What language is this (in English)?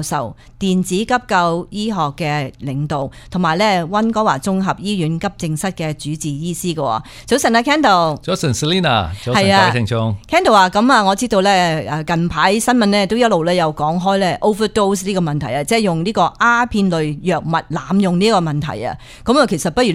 Cantonese